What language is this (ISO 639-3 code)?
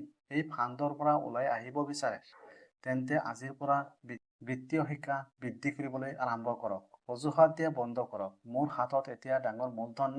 asm